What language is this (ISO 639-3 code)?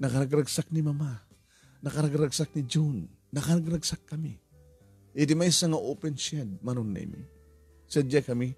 ilo